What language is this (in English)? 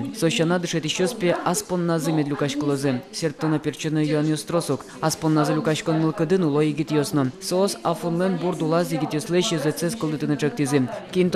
Udmurt